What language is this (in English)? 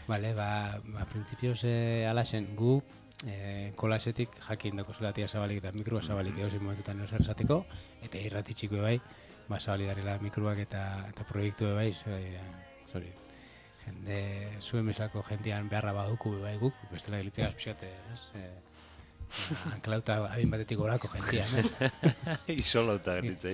Basque